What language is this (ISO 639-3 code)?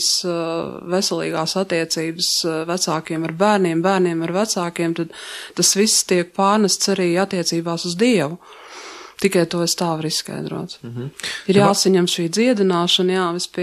lav